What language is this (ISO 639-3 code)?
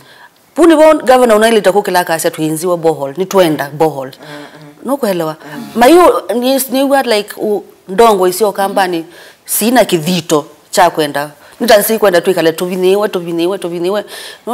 kam